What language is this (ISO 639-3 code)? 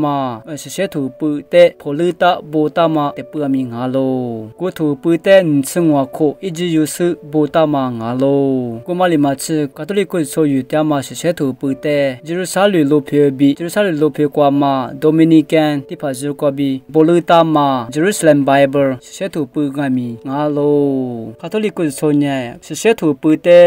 lis